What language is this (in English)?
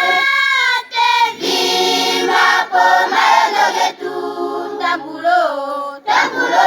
Kuanyama